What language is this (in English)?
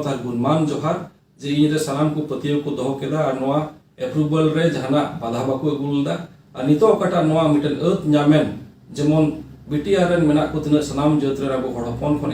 Santali